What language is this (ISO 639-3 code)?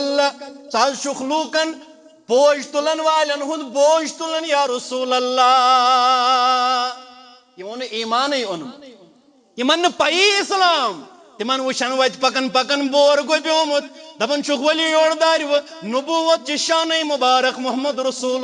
kas